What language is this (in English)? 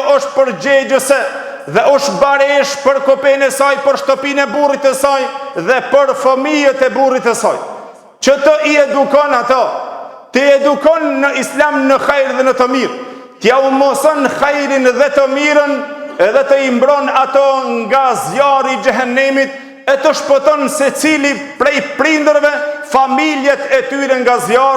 Albanian